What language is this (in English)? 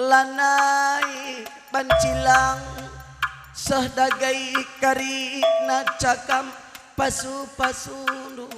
Batak Karo